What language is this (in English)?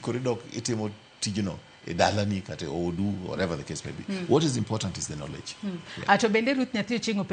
Luo (Kenya and Tanzania)